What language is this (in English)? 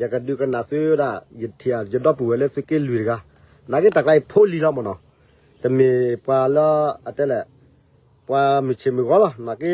S'gaw Karen